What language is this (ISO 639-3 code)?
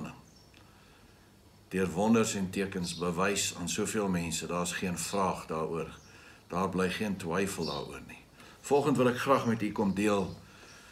afr